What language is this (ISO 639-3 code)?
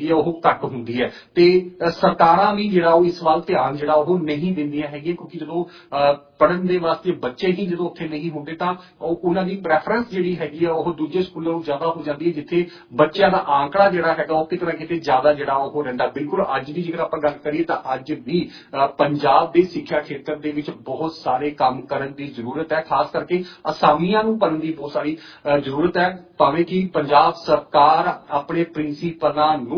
pan